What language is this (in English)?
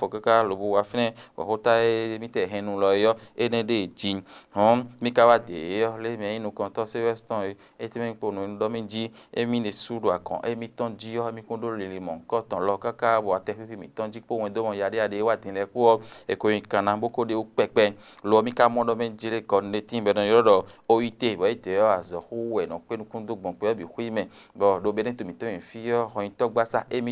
Fon